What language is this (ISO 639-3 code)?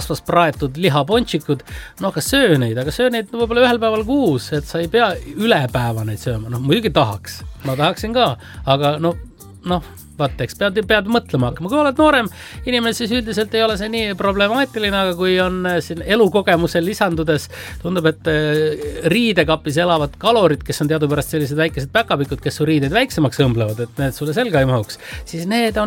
est